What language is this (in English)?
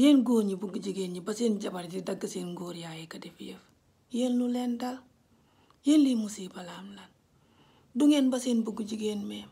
Wolof